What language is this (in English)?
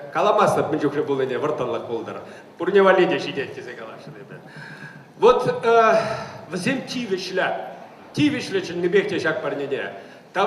Chuvash